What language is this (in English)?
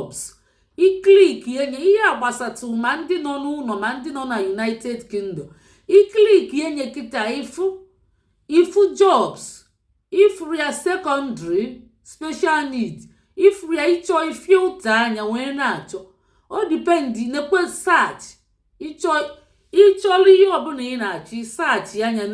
Igbo